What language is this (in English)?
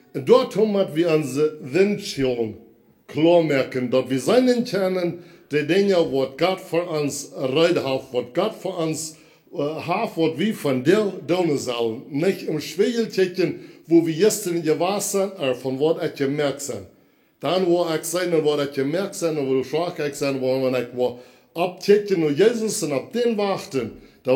Plautdietsch